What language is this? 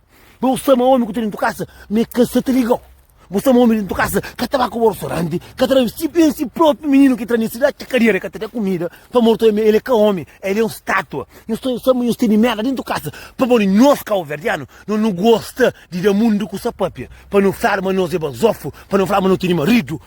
Kabuverdianu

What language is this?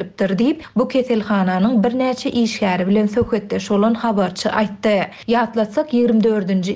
Turkmen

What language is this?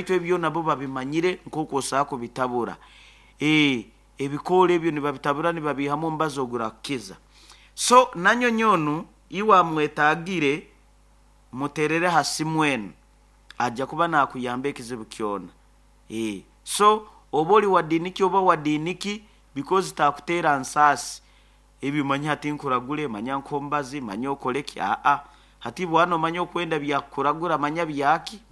Nyoro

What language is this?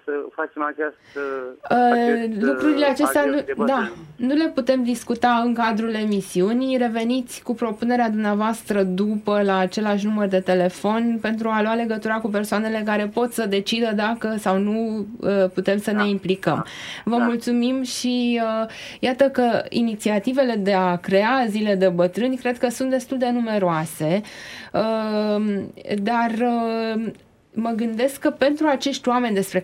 Romanian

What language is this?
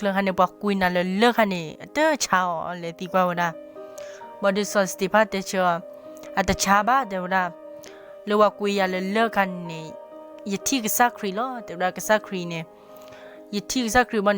S'gaw Karen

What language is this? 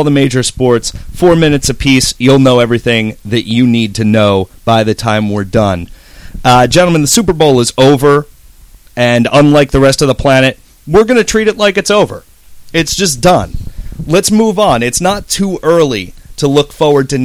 English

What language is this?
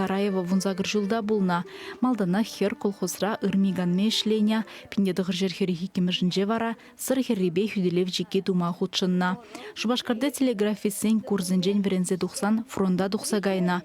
Chuvash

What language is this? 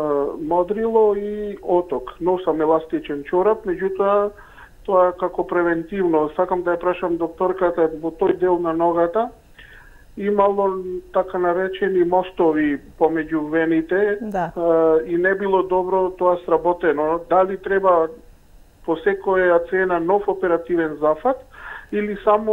Macedonian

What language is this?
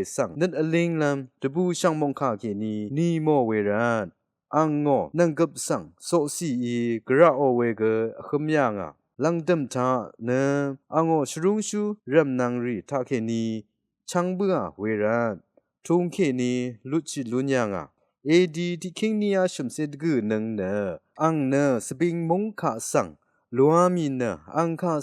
Rawang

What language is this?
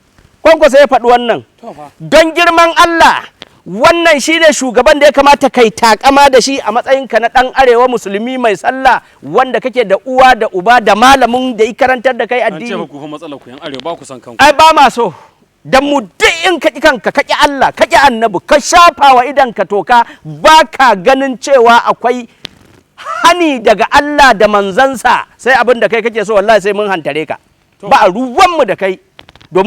Hausa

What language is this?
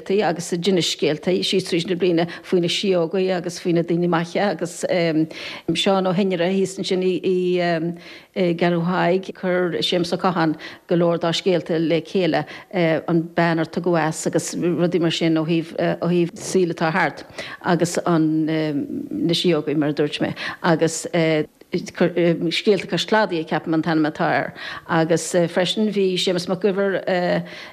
Irish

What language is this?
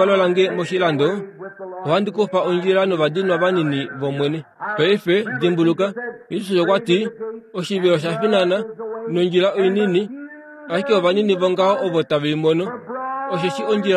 Kuanyama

